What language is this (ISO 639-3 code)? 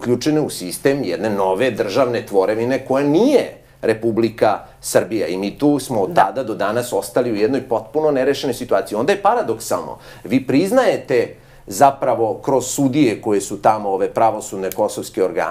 srp